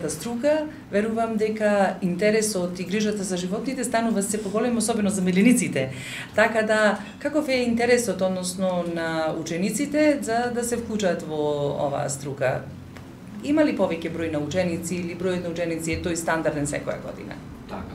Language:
Macedonian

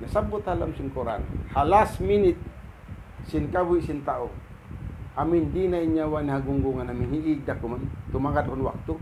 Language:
Tausug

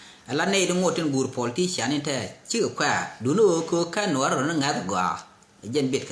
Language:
Nuer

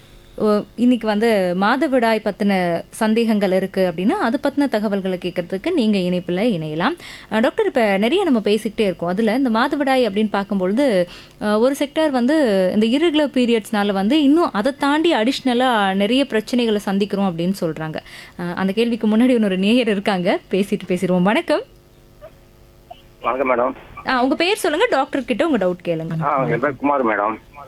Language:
Tamil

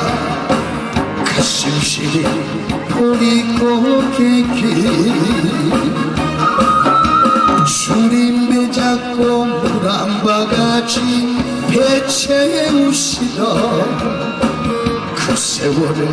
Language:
Korean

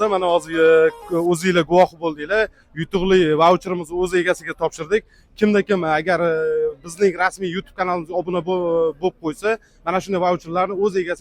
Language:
Uzbek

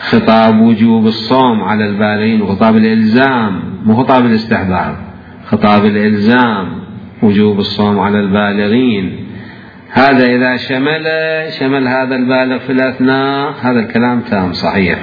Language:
Mesopotamian Arabic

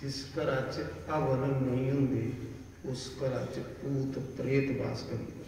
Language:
Dogri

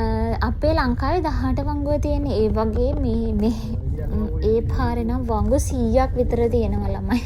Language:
Sinhala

